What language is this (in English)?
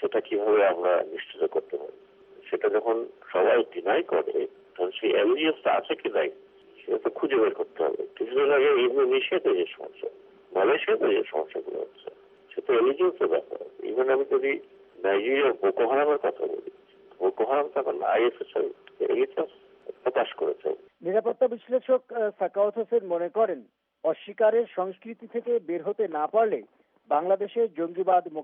Bangla